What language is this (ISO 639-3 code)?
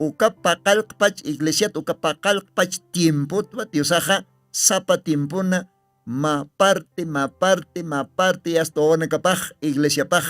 aym